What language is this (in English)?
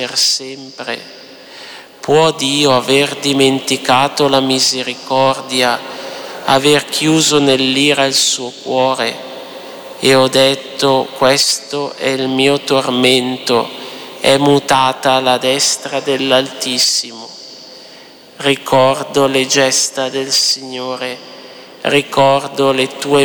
Italian